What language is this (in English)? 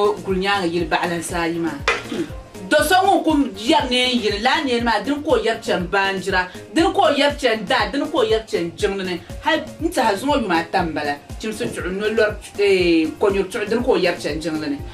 Dagbani